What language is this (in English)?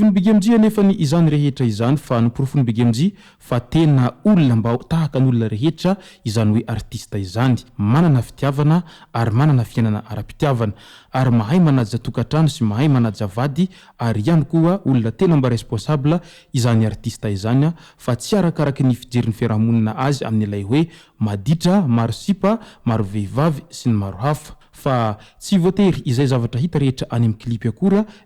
Malagasy